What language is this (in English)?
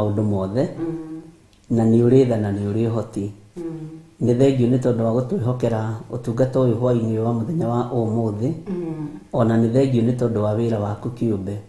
Kikuyu